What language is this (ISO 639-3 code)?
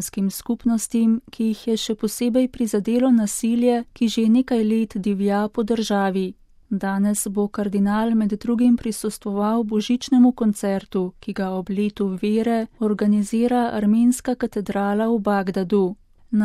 slv